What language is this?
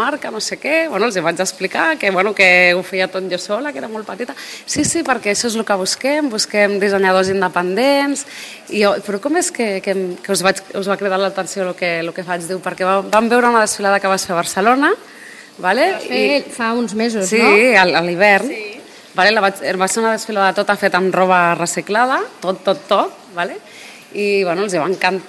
Catalan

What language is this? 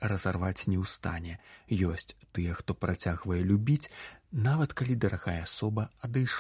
Belarusian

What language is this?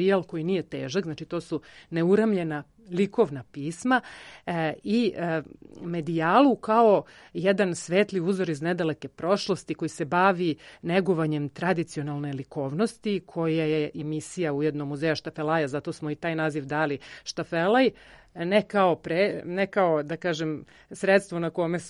Serbian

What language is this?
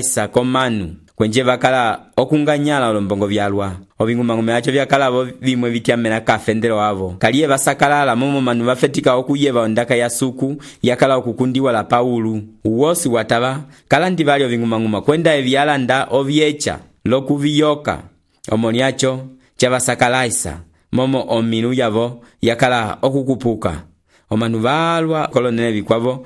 Umbundu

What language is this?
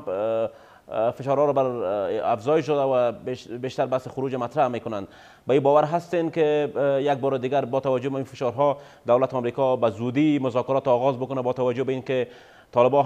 Persian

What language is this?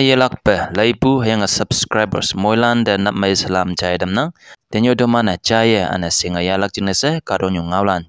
Konyak Naga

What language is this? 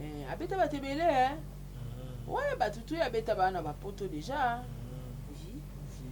Lingala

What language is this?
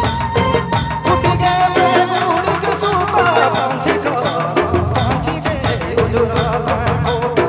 Sadri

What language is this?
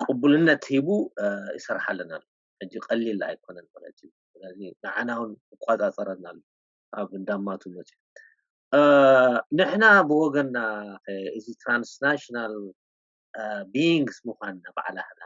Tigrinya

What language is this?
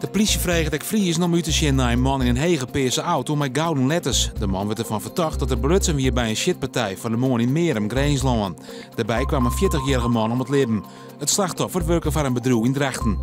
Western Frisian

